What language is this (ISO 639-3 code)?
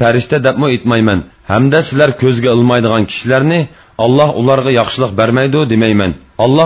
uig